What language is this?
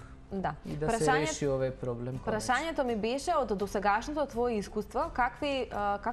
Macedonian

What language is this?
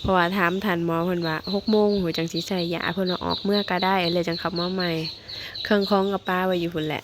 Northeastern Thai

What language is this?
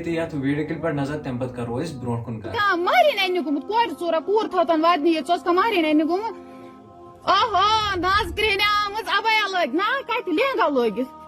Kashmiri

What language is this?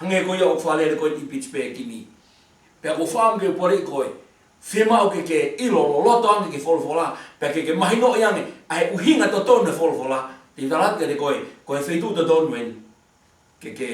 Tongan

